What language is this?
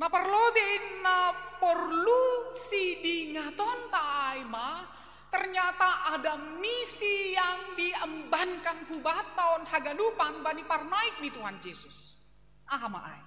Batak Simalungun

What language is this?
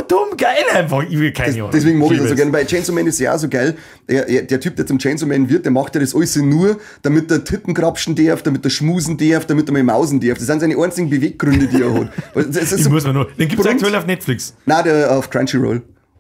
Bavarian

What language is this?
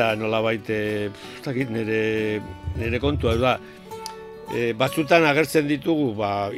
Basque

